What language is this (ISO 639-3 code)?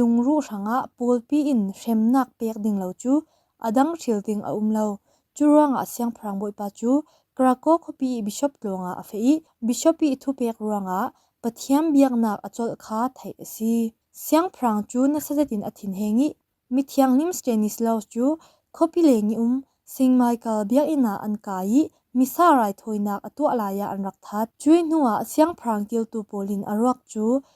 cfm